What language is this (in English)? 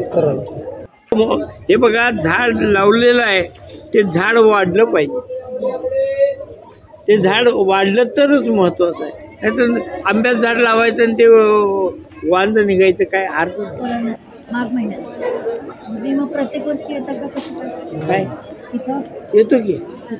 Marathi